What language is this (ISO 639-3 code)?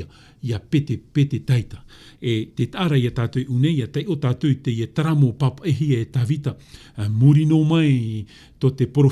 tah